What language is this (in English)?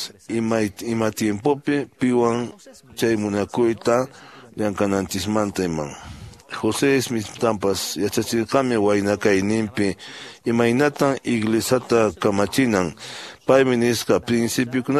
Quechua